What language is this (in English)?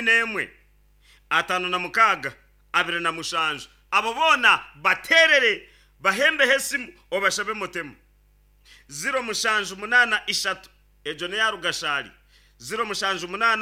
Nyankole